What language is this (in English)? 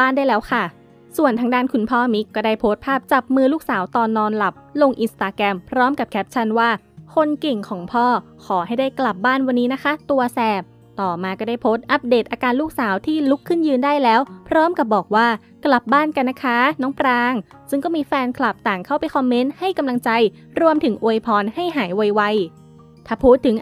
Thai